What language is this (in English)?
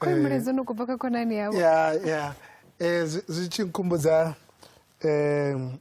Venda